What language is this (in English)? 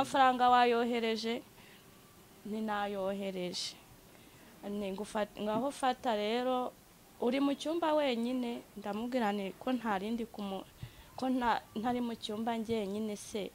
Kinyarwanda